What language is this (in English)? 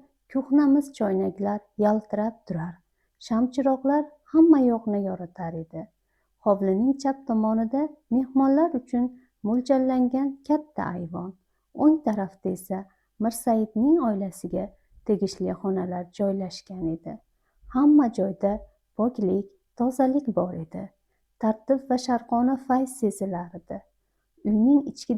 Uzbek